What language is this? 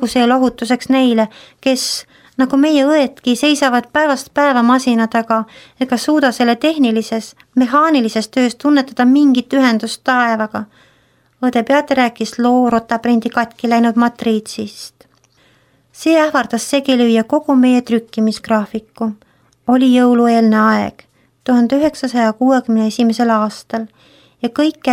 Estonian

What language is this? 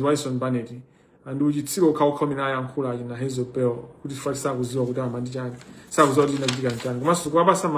Nyanja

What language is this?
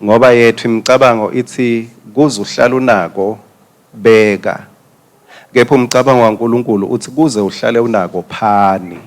Swati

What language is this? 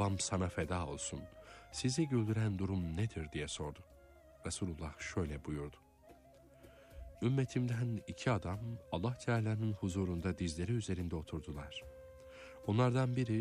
Turkish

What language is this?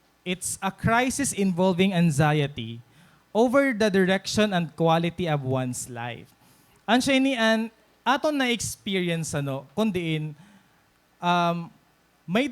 Waray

